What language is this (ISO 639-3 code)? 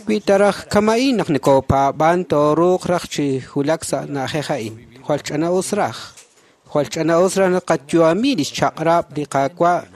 kek